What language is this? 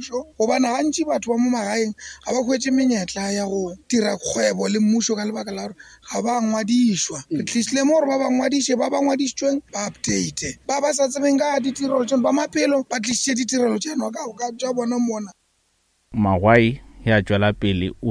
Northern Sotho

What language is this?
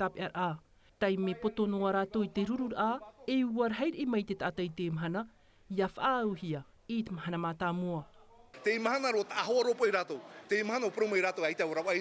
Tahitian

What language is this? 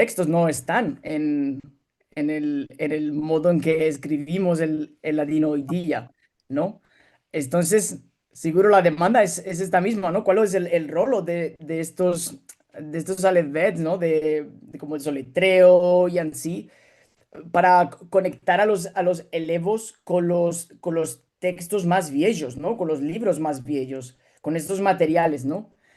Ladino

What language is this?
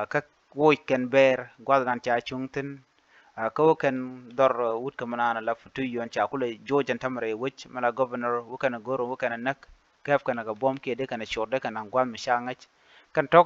Nuer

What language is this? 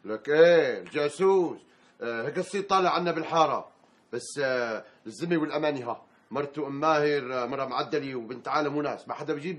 North Levantine Arabic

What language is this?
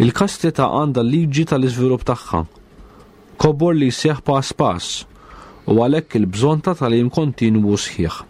Maltese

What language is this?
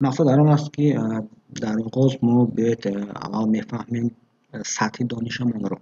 Tajik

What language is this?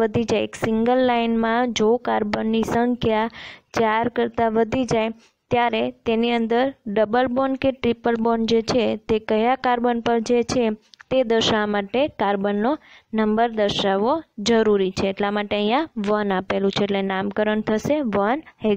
Gujarati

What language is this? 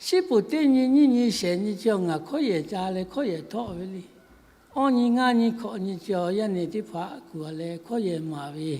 Lahu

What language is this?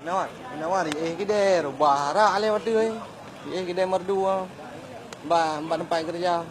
Achinese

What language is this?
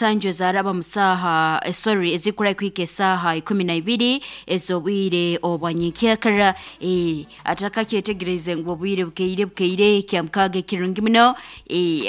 Nyoro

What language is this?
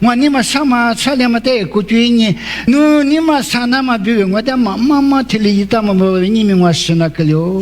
Lisu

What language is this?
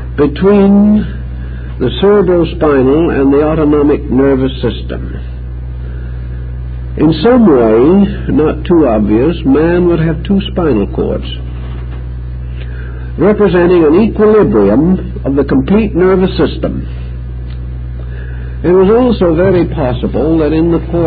English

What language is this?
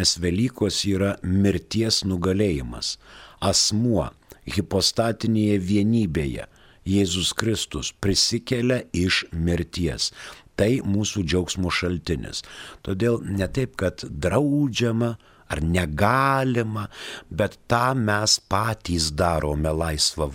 Lithuanian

